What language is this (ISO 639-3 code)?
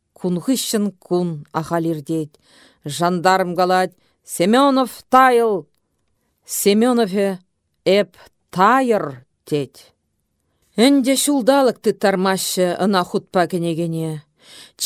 chv